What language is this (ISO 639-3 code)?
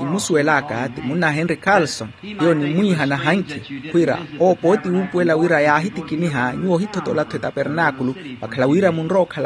vmw